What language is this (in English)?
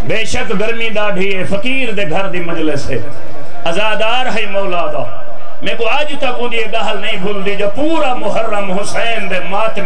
Saraiki